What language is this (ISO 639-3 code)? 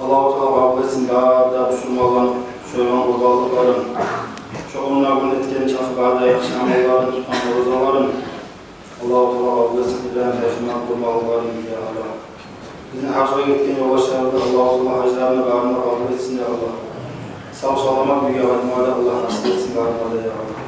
kum